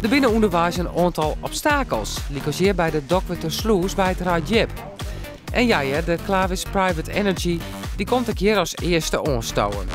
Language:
Western Frisian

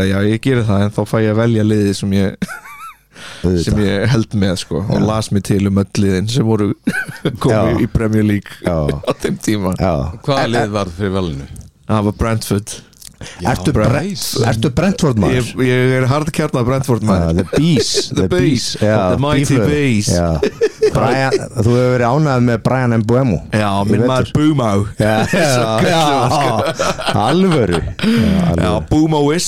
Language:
Icelandic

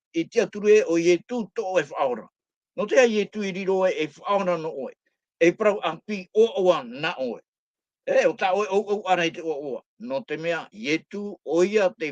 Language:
Tahitian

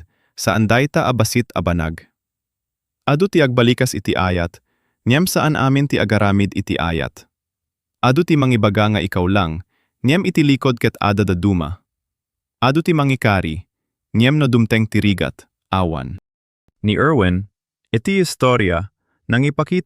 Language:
Iloko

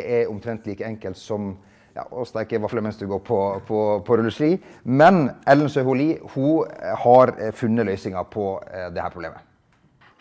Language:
Norwegian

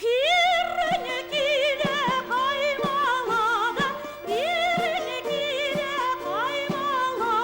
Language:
Chuvash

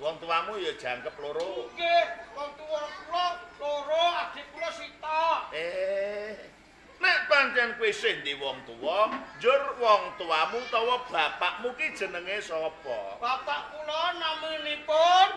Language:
Javanese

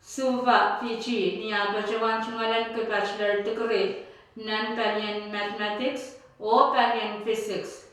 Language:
Pohnpeian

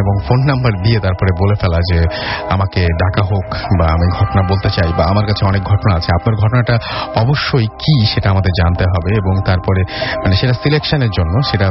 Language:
Bangla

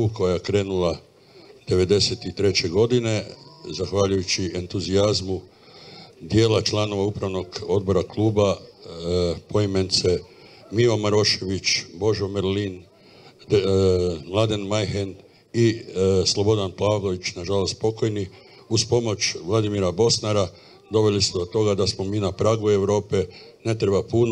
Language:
Croatian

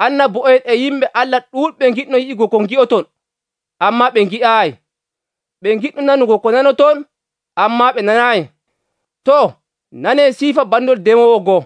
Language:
Nigerian Fulfulde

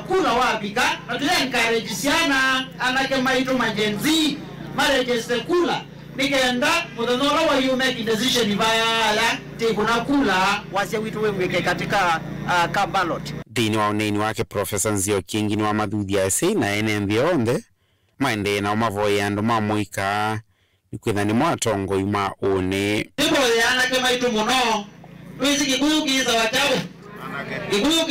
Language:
Kamba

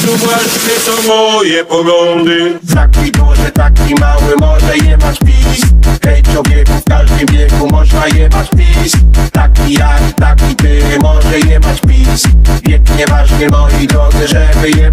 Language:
Polish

